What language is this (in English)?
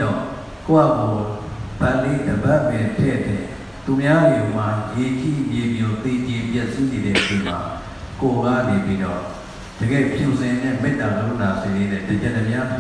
Burmese